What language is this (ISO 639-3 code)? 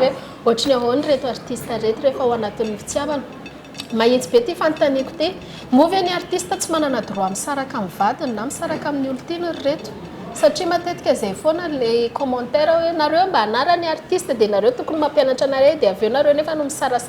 mlg